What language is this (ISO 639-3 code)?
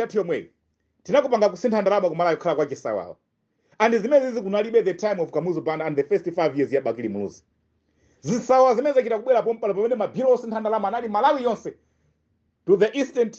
nya